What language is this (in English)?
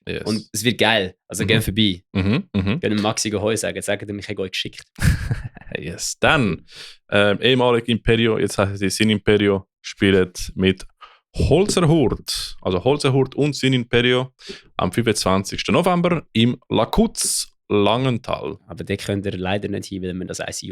Swiss German